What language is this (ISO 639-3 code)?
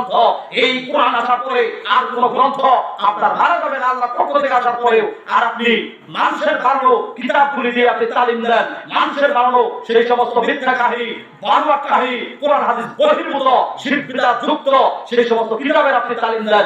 ben